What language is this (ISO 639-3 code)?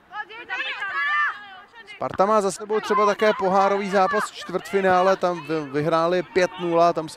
ces